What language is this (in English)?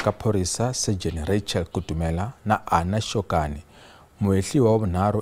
Tsonga